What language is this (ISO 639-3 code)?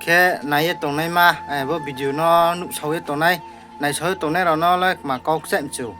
ria